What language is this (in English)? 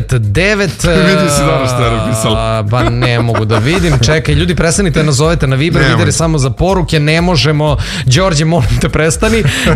Serbian